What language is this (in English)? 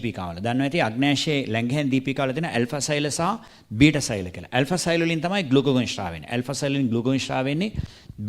Sinhala